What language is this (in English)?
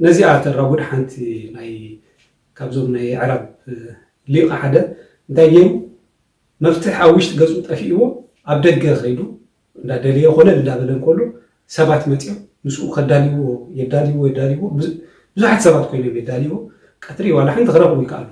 Tigrinya